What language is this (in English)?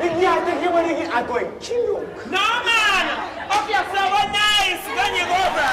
Jamaican Creole English